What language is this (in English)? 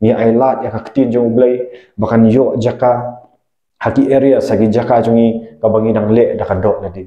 Khasi